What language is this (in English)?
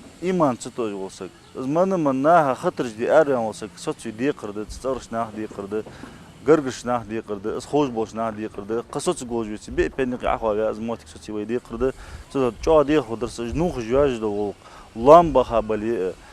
Ingush